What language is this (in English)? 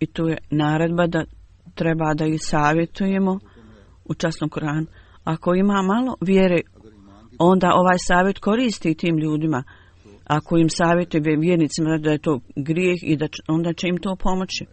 Bosnian